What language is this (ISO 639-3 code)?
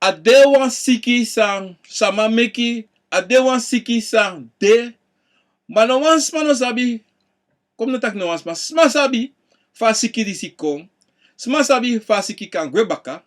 srn